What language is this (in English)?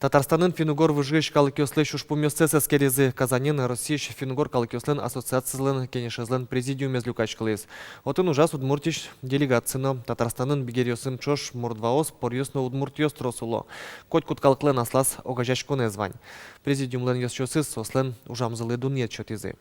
Udmurt